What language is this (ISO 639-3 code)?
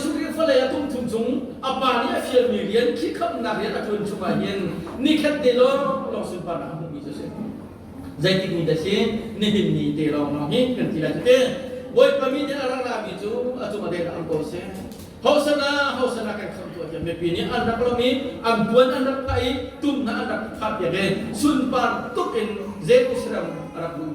cnh